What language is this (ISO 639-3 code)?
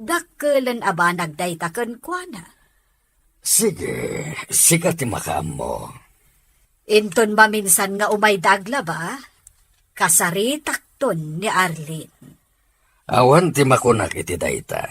ilo